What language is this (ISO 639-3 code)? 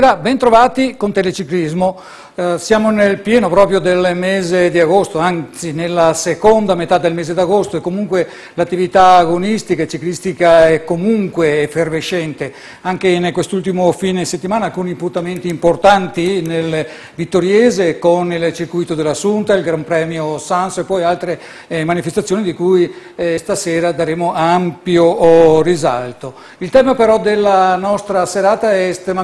ita